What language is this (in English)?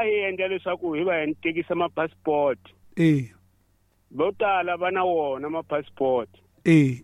Tsonga